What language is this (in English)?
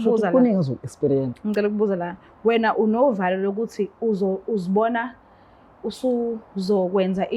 Zulu